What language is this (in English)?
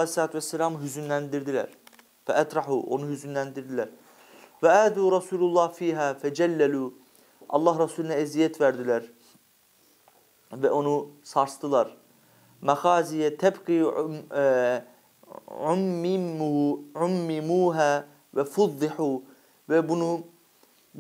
Turkish